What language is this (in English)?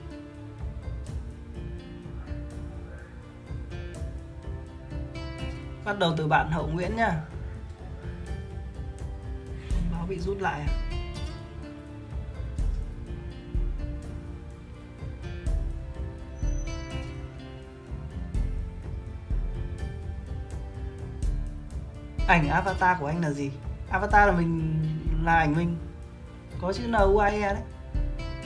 Vietnamese